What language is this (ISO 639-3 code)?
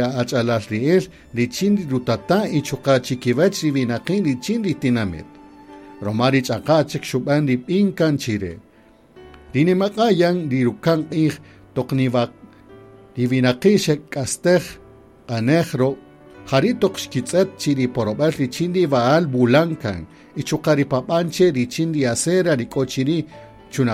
cak